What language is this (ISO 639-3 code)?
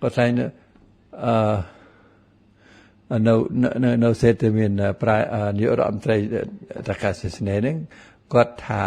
khm